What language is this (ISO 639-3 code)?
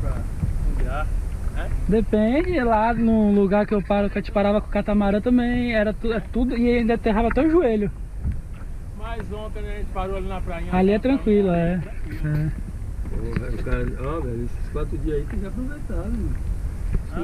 por